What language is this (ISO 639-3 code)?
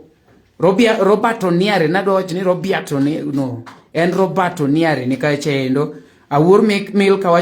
luo